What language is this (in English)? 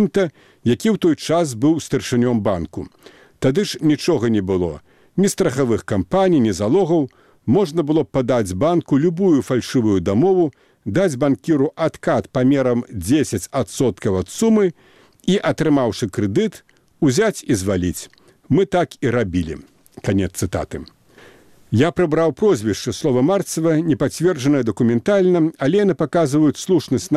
Belarusian